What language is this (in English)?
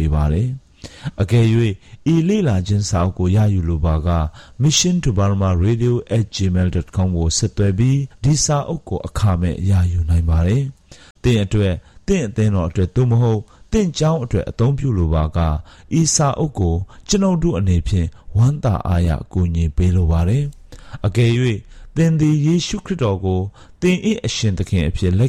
Burmese